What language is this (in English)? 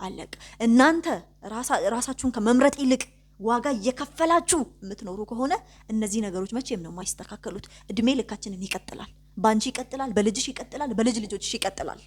Amharic